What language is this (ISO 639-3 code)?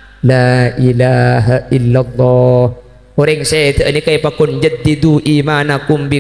mad